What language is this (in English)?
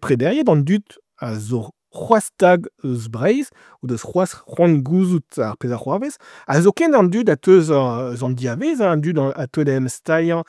Breton